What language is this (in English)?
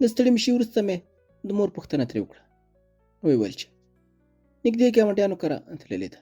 Pashto